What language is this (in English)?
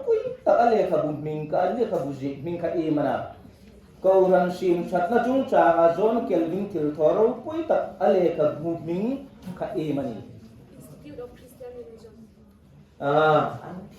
Hmar